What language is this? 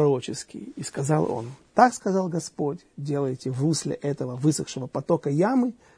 Russian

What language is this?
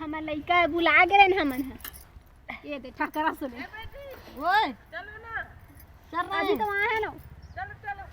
Chhattisgarhi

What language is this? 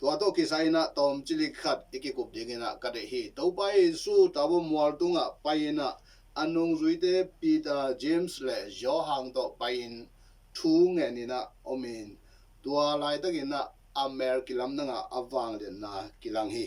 Tedim Chin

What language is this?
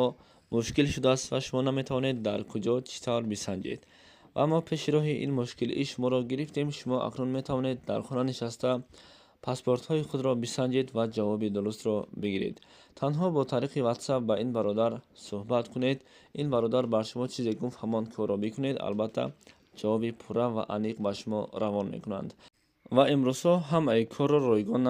Tajik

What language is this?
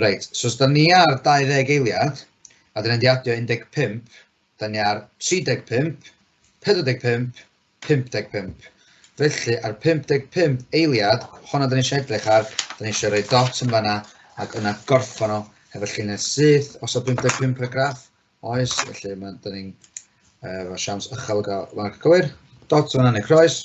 Welsh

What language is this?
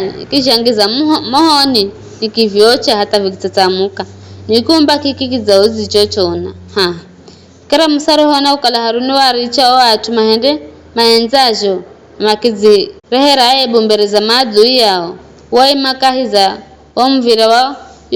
Giryama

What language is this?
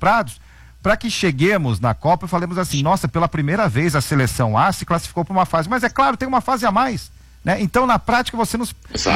Portuguese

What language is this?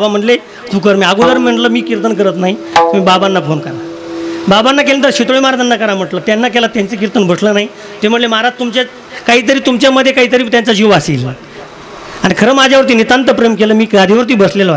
Marathi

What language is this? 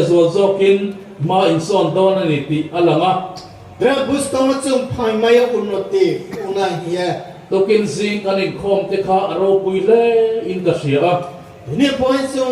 Riang (India)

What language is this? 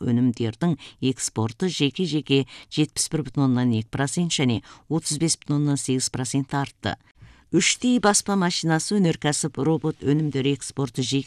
Kazakh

